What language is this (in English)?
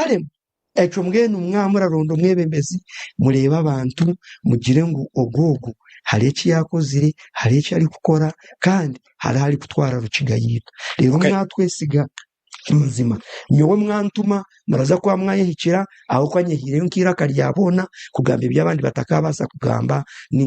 Nyankole